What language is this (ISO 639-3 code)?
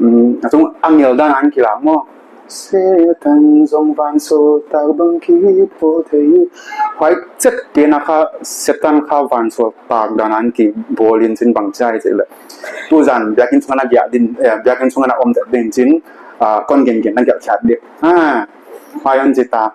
pck